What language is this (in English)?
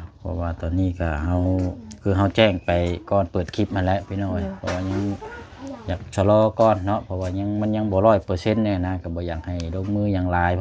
Lao